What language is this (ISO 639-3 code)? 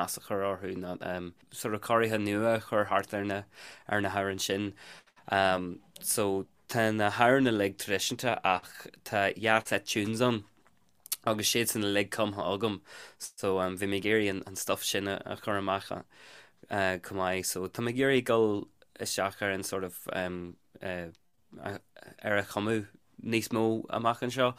gle